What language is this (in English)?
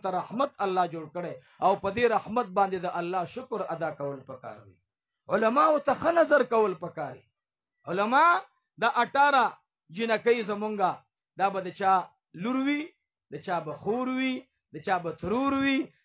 Pashto